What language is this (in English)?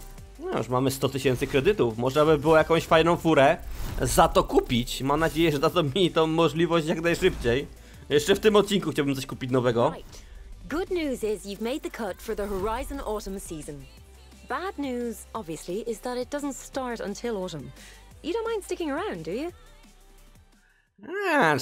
Polish